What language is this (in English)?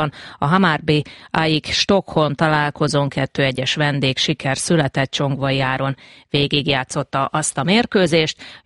Hungarian